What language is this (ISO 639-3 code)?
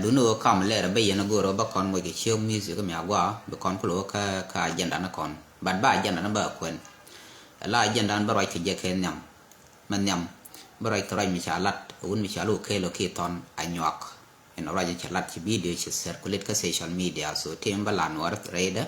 nus